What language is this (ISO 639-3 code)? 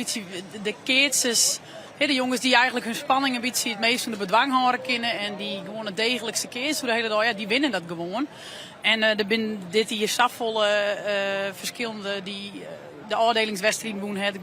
fry